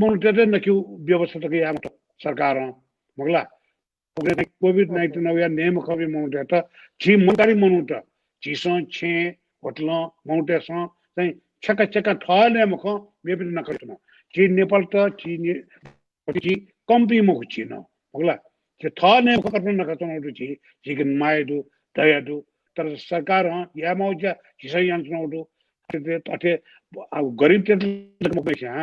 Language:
Newari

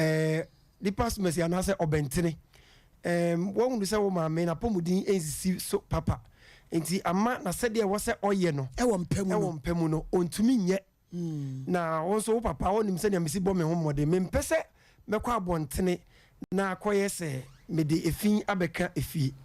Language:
Akan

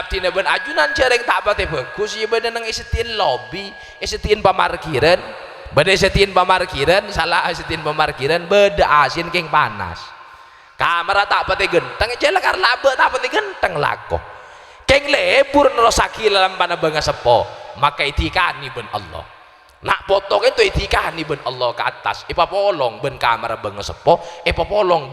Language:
Madurese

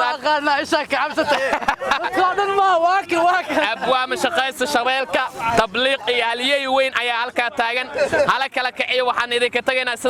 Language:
Somali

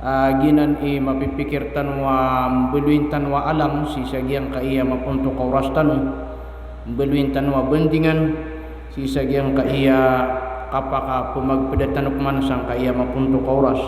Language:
Maranao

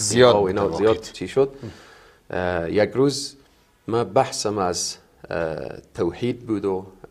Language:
Persian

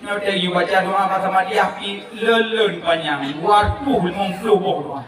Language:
Achinese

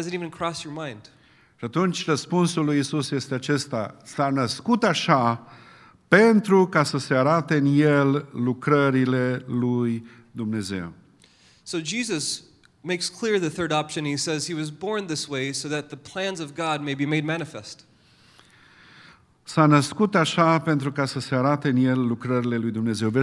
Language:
Romanian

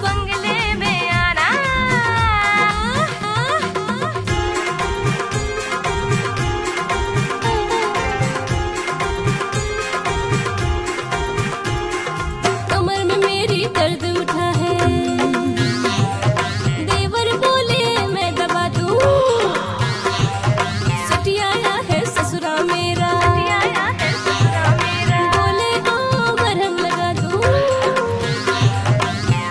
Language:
Hindi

